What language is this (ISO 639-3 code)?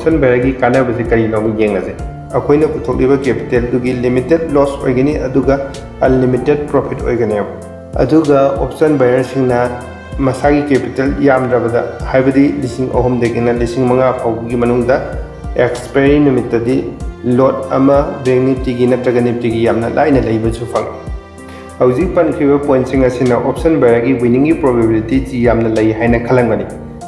mni